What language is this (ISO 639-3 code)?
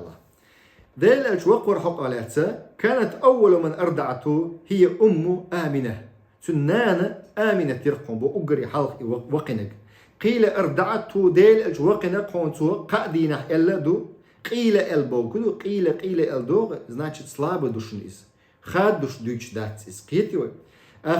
che